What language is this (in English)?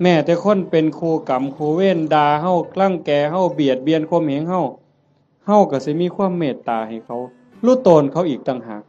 Northeastern Thai